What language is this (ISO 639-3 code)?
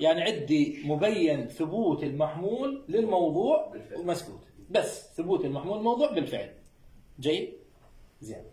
acm